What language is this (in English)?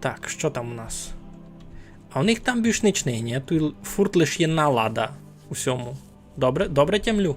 Rusyn